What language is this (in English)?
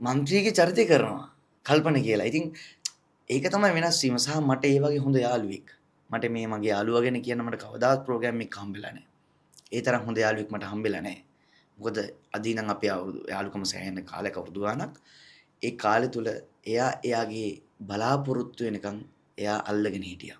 Sinhala